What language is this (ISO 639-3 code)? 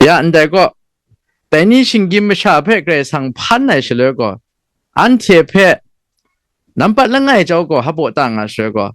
kac